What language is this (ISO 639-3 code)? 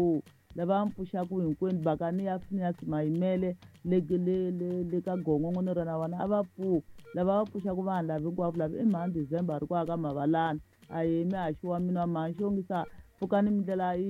tso